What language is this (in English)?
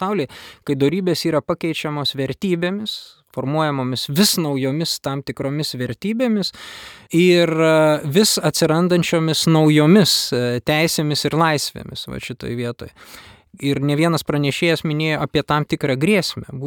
Lithuanian